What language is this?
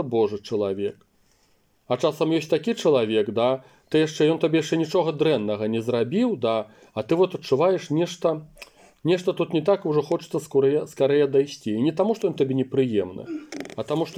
Belarusian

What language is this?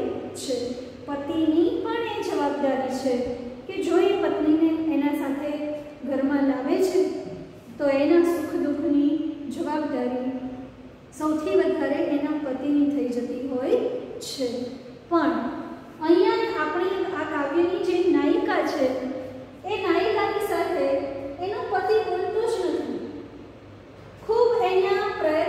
Gujarati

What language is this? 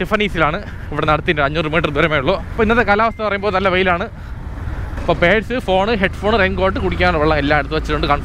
Malayalam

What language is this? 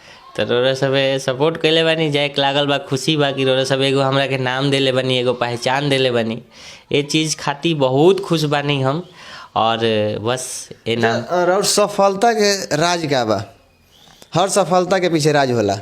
Bhojpuri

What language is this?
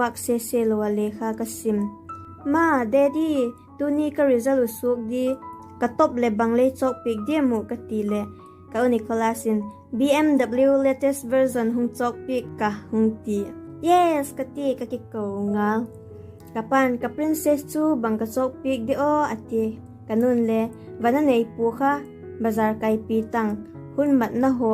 Vaiphei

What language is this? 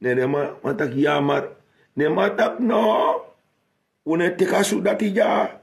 Sranan Tongo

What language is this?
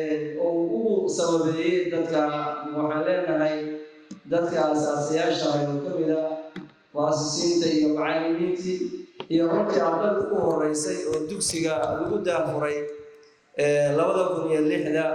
Somali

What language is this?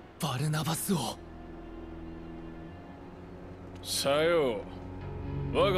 Japanese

